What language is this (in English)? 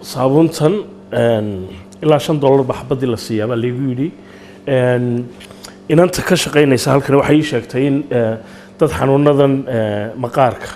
Somali